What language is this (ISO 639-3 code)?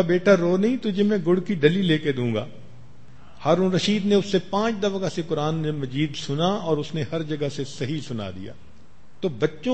urd